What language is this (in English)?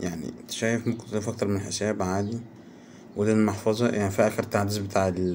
Egyptian Arabic